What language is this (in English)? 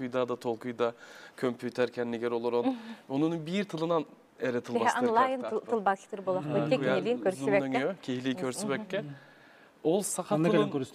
Yakut